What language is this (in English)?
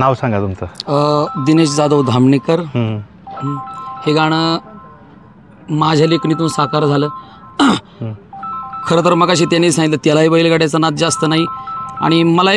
Marathi